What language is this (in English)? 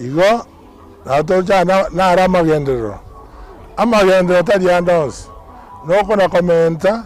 Gusii